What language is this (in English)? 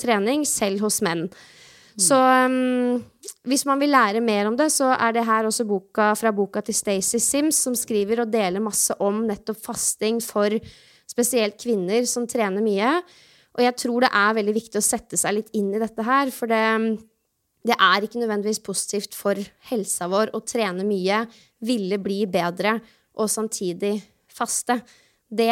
Norwegian